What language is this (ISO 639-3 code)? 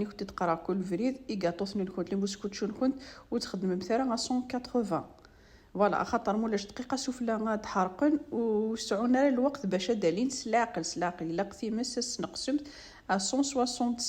kab